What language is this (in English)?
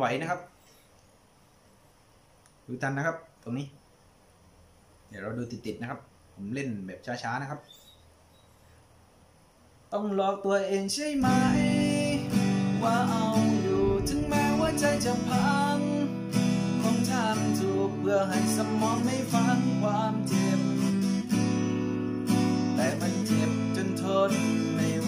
Thai